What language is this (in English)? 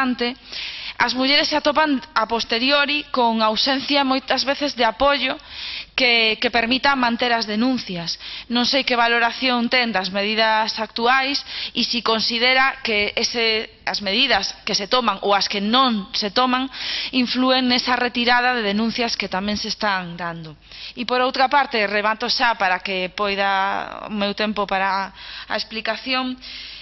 Galician